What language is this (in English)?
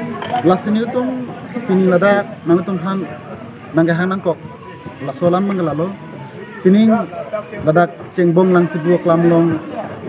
Karbi